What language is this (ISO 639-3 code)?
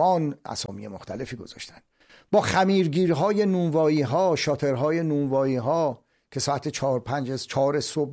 fas